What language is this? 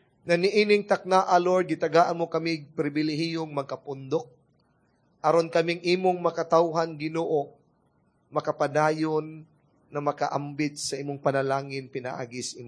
Cebuano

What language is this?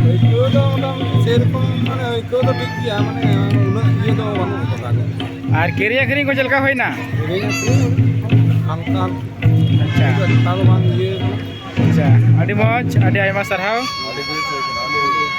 Santali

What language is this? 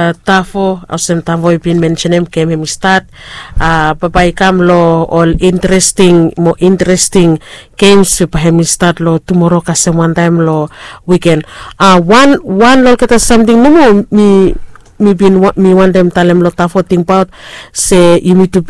Bislama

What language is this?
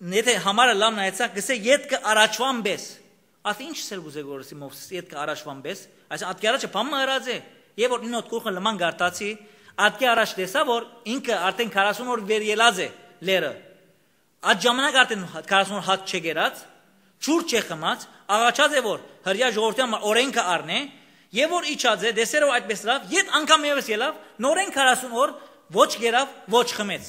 Western Armenian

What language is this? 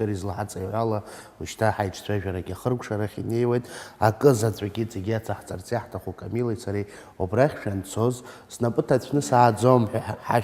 Abkhazian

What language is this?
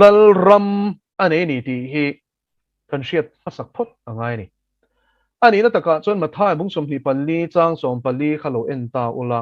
Mizo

